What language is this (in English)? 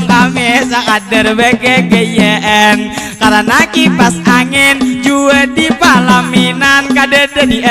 Banjar